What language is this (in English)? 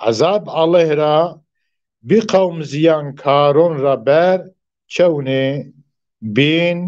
Zaza